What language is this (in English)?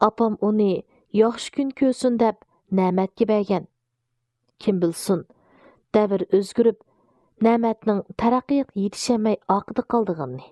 Uyghur